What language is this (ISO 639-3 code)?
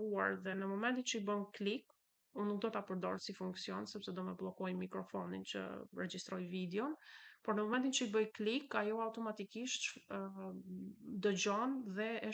sqi